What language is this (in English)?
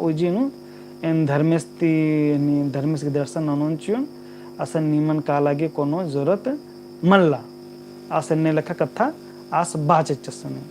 Kurukh